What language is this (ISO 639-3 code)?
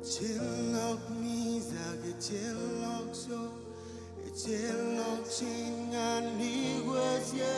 mah